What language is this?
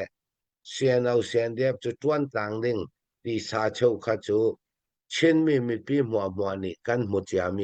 Hakha Chin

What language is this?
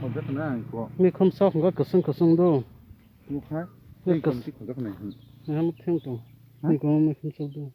Kok Borok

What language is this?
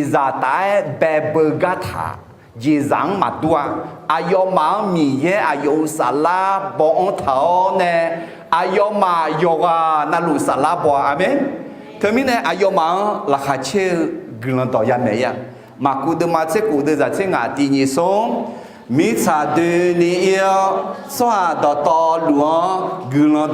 Akha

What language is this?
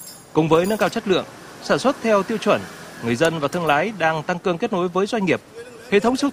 Vietnamese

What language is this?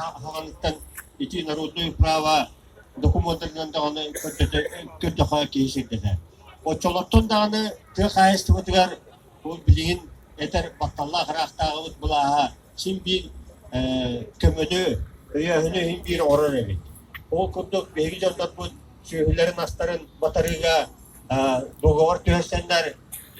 Yakut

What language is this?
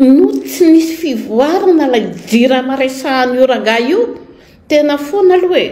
Malagasy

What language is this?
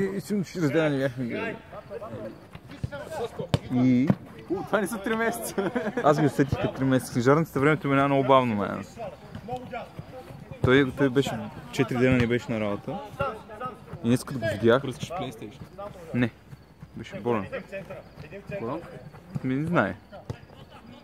Bulgarian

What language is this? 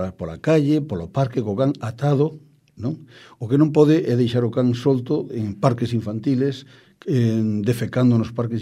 Galician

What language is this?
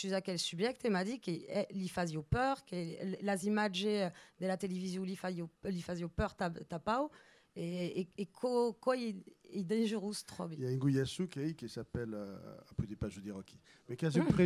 Occitan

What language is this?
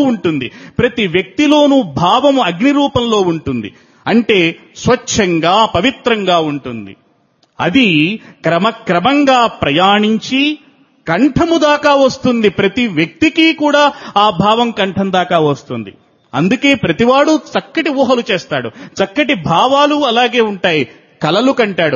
Telugu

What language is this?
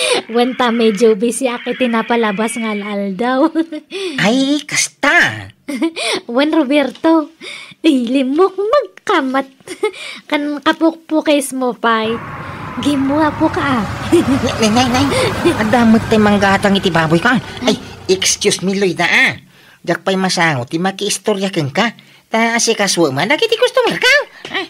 Iloko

